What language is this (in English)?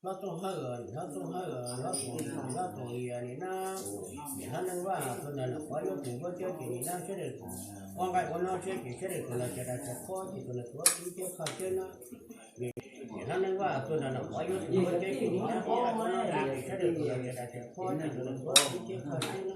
Hmong